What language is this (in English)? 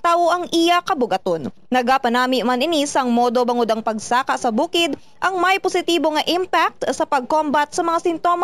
Hiligaynon